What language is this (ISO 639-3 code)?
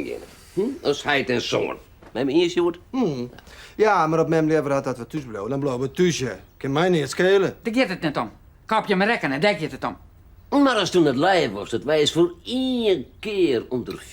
fry